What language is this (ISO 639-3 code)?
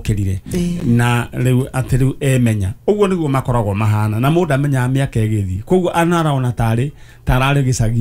kik